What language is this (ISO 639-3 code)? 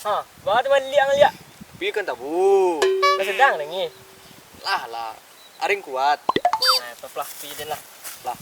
min